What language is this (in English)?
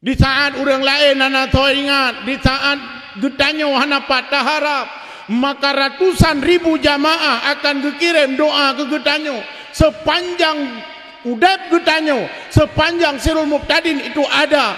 Achinese